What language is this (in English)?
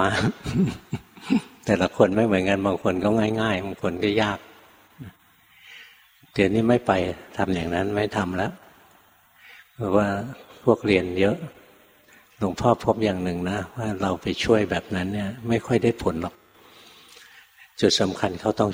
Thai